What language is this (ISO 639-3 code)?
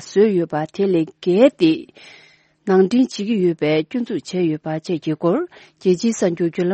bod